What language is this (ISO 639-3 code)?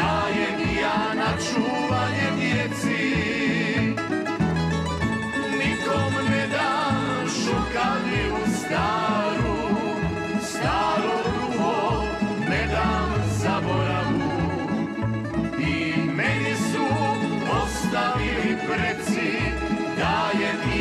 hrv